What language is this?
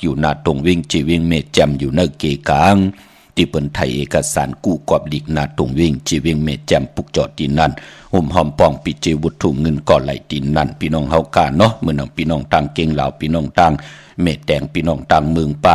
Shan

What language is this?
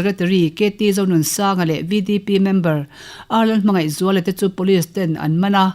Mizo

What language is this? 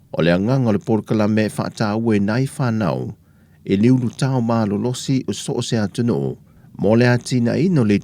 Samoan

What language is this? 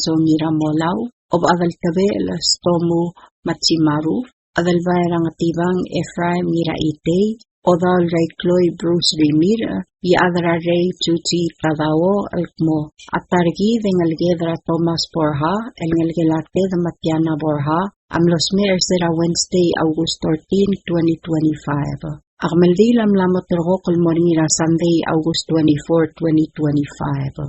Palauan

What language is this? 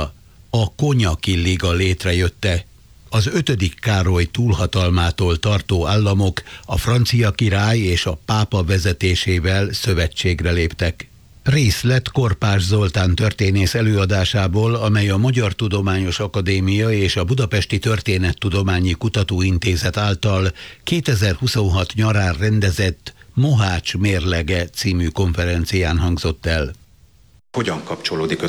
Hungarian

